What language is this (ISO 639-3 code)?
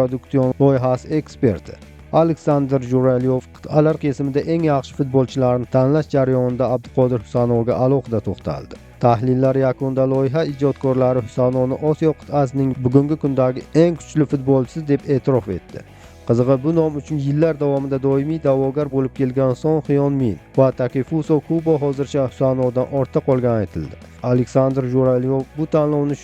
uzb